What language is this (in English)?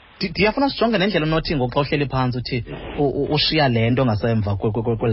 Xhosa